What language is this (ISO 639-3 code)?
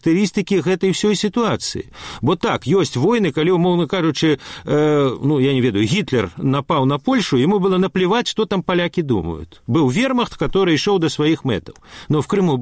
bel